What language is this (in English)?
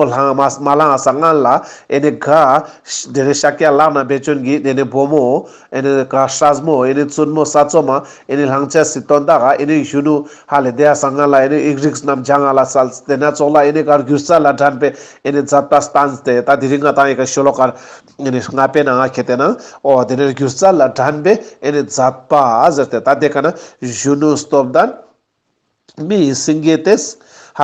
Ladakhi